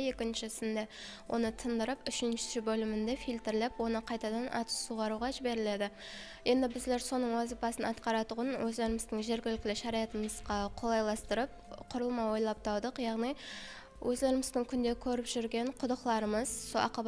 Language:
Kara-Kalpak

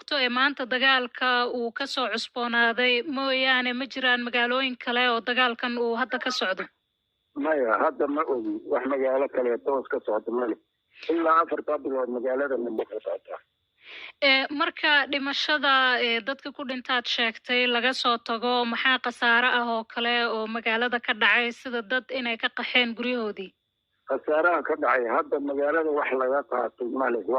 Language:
Somali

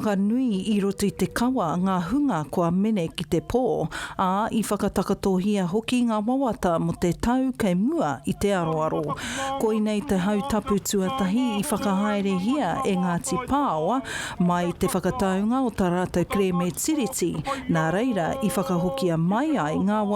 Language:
Māori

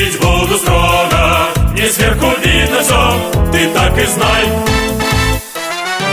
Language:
Russian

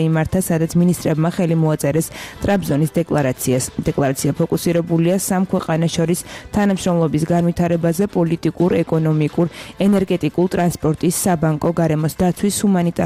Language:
Georgian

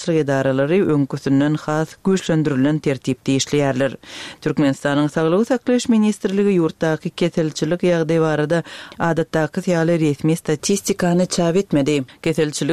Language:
Turkmen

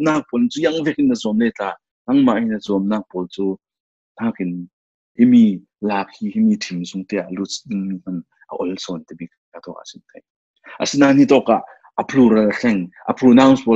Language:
Falam Chin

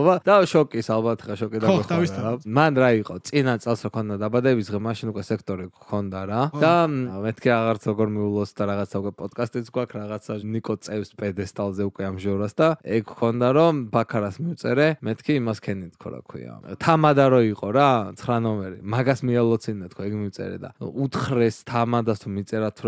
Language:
Georgian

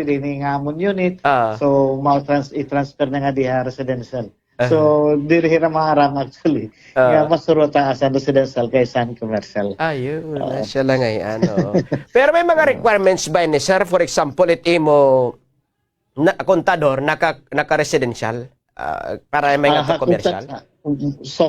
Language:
Waray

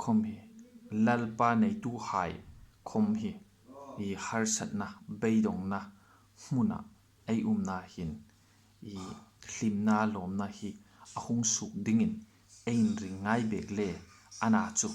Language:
Hmar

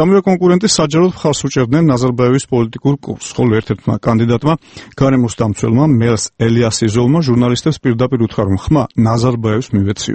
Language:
Georgian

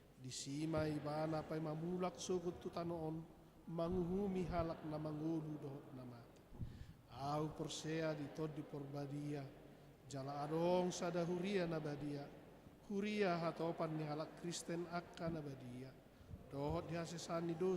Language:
Batak Toba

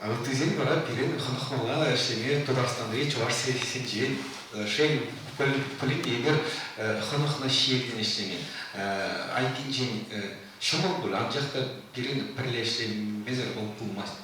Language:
Chuvash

